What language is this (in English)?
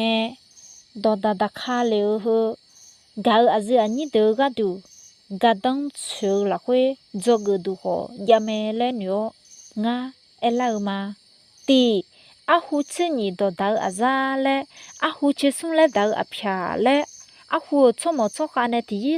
Akha